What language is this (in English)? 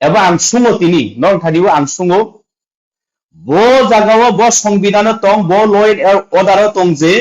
Kok Borok